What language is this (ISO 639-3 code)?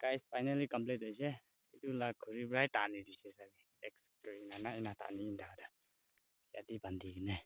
nag